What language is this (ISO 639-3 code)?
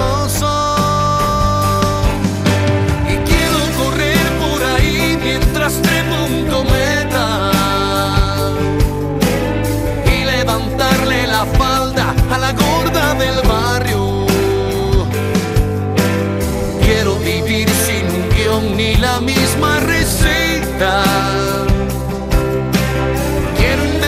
spa